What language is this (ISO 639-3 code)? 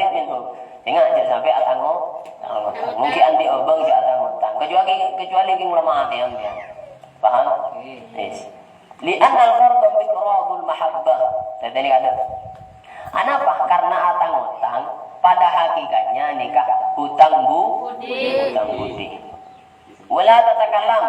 mad